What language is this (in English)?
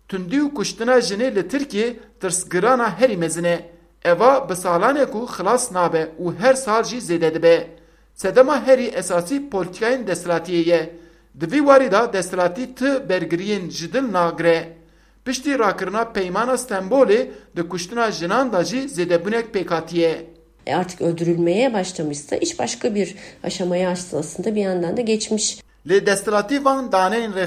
Kurdish